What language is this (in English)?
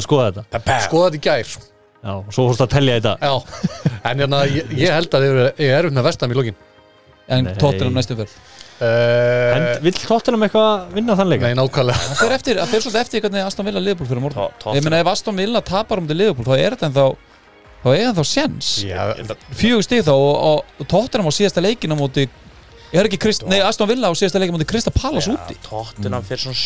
Icelandic